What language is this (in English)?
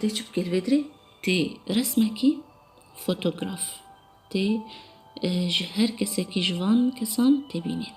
Kurdish